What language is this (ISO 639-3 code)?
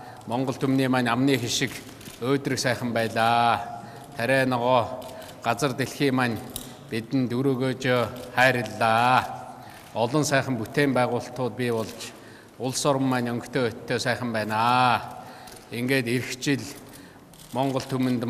mon